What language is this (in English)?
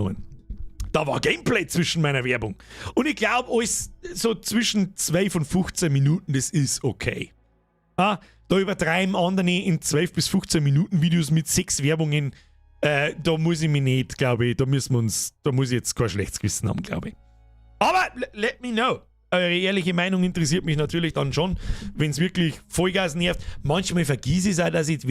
Bavarian